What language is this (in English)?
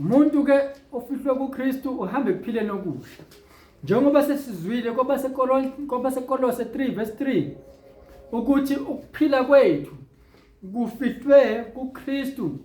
Zulu